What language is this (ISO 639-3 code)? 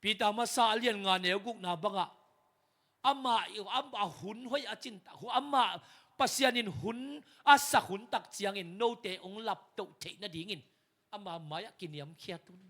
ctd